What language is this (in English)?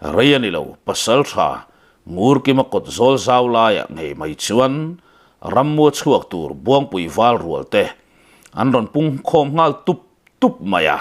Mizo